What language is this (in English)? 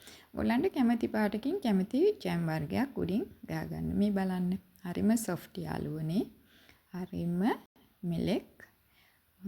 Sinhala